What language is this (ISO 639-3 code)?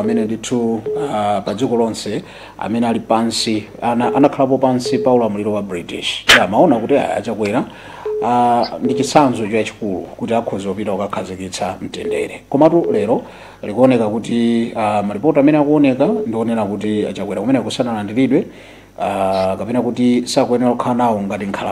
nya